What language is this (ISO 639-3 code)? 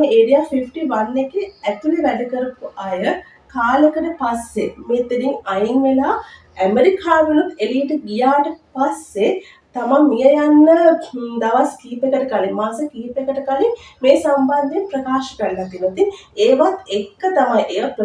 sin